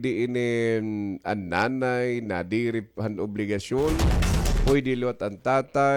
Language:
Waray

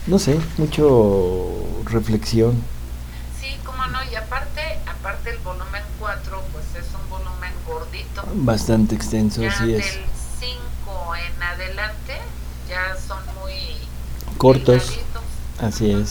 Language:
Spanish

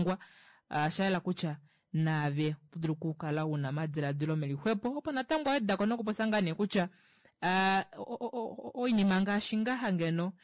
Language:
Kuanyama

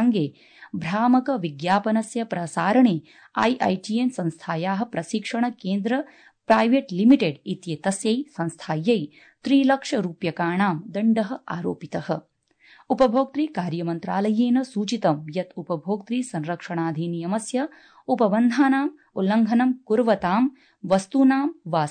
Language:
Sanskrit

